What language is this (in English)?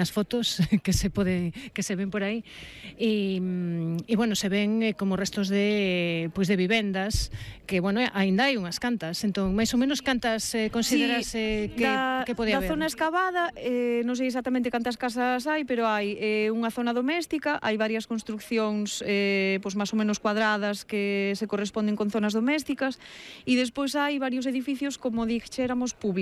Galician